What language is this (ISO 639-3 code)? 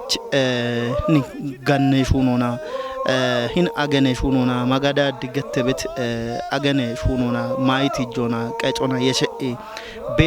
kbr